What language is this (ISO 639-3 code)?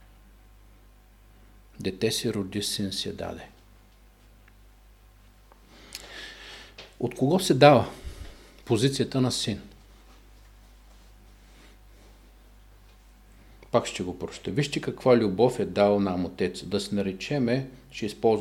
bul